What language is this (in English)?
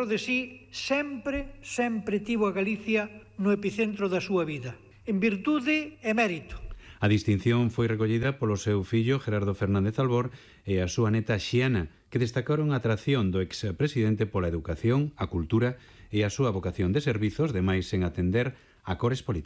Galician